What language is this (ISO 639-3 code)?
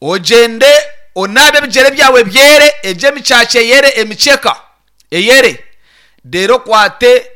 nyn